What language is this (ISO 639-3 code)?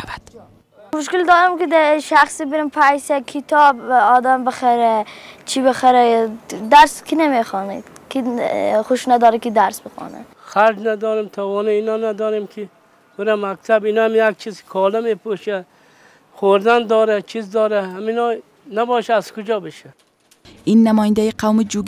fas